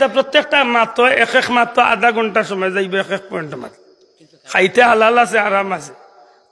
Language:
Sylheti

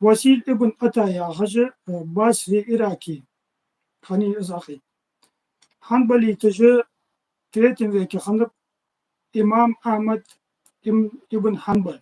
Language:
Ingush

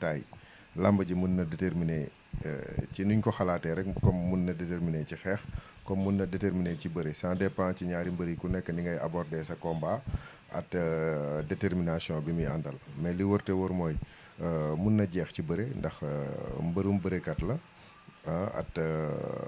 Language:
Wolof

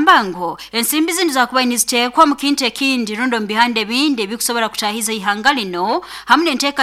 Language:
Nyoro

